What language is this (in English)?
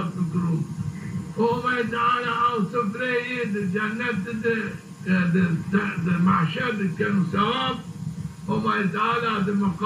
Zaza